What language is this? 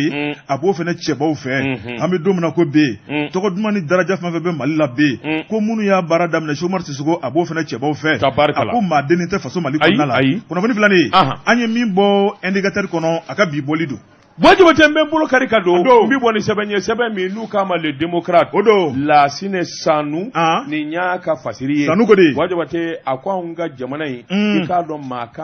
Bambara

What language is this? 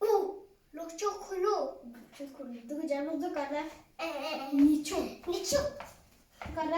Tibetan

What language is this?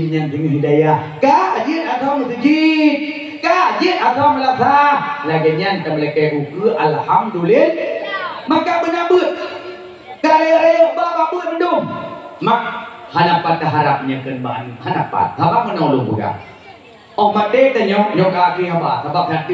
Achinese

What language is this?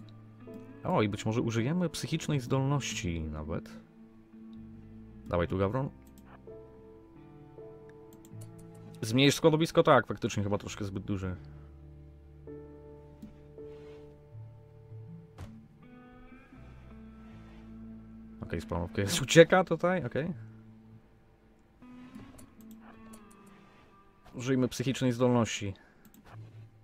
Polish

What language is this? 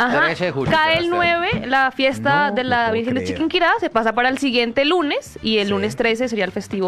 Spanish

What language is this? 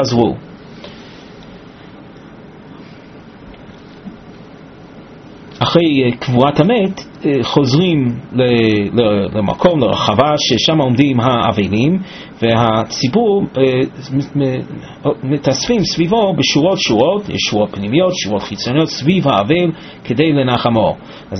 Hebrew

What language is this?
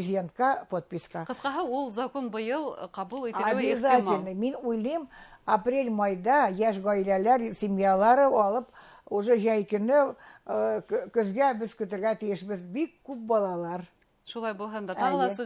Bashkir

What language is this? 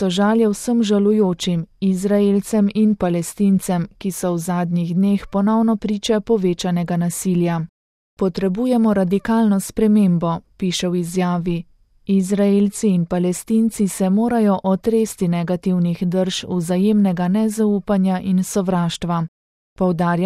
Slovenian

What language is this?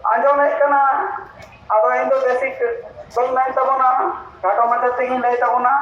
Santali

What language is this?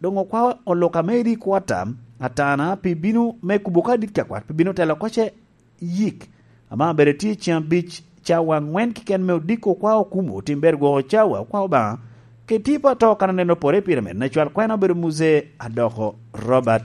Lango (Uganda)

